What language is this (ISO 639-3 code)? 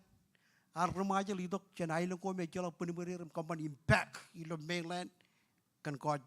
mah